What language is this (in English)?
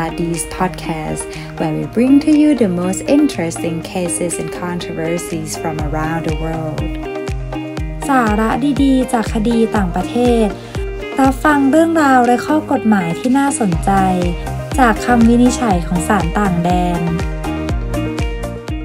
Thai